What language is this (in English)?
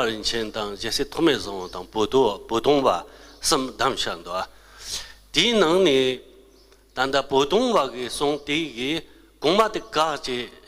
Tibetan